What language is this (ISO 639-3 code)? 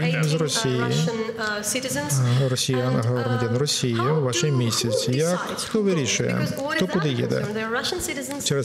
ukr